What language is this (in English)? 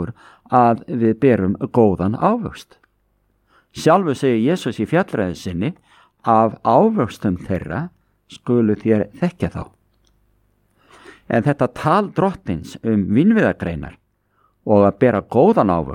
Icelandic